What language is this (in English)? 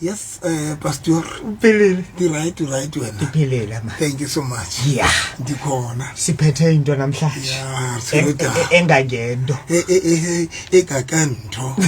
Southern Sotho